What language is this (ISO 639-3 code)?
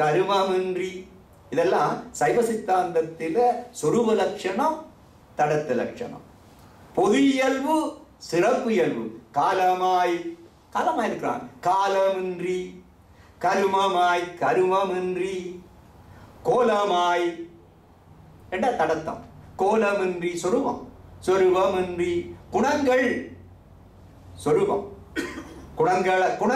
tam